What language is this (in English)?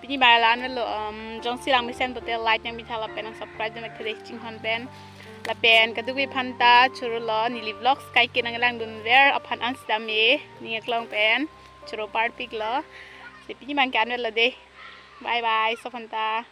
Karbi